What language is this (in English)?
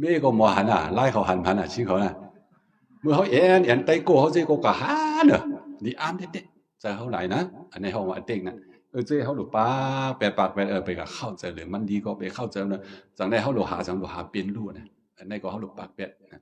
Shan